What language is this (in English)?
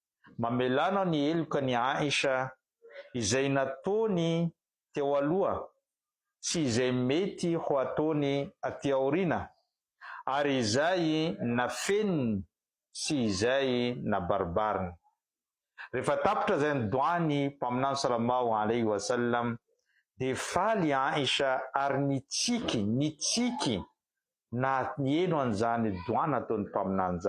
Malagasy